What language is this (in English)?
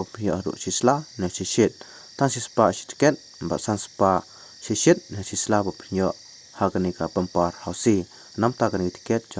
Khasi